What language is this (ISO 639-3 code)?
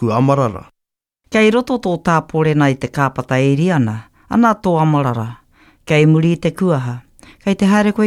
mri